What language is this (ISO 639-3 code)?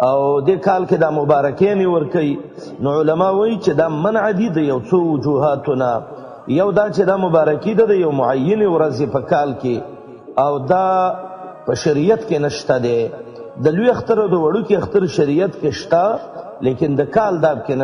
pus